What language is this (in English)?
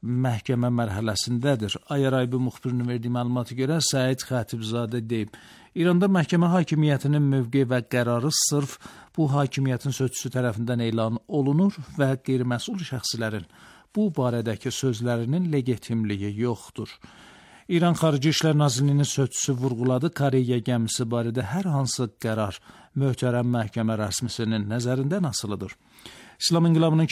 Azerbaijani